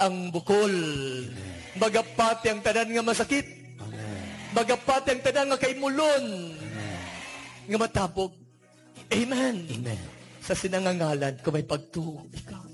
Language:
Hiligaynon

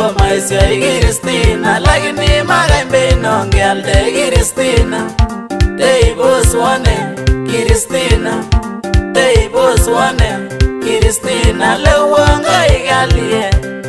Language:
Swahili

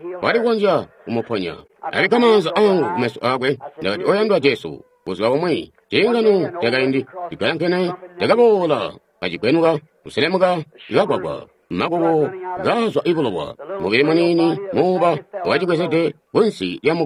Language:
Tonga (Zambia)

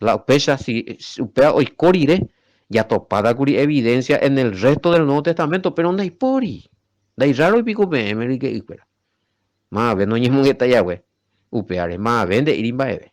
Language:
Guarani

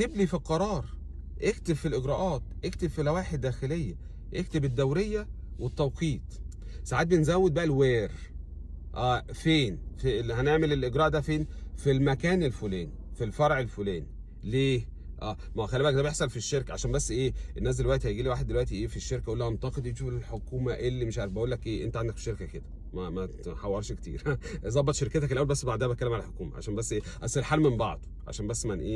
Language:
Egyptian Arabic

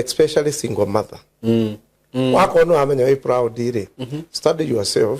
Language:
Kikuyu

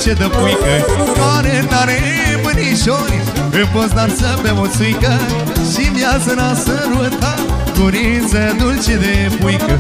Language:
Romanian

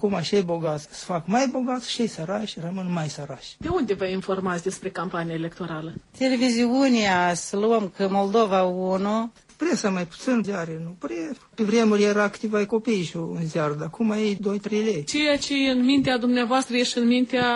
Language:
Romanian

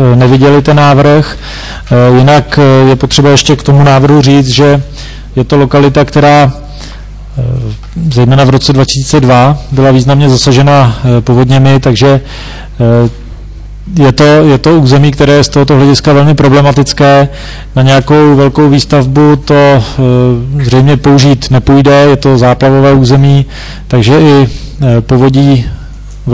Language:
Czech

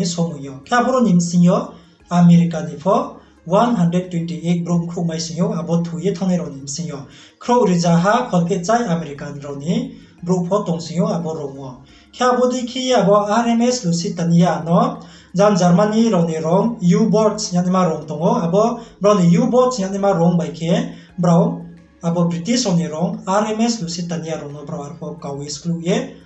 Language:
Riang (India)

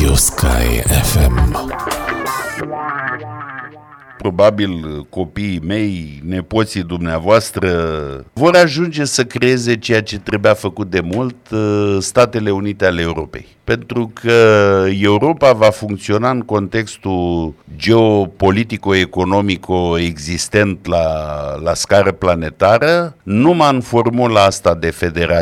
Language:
Romanian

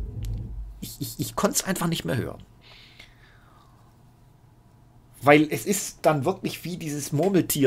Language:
German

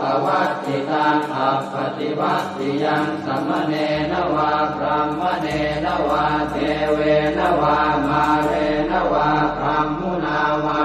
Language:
Pali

